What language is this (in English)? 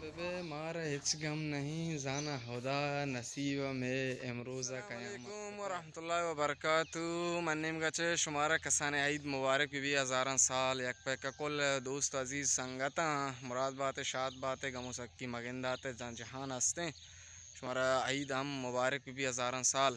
Baluchi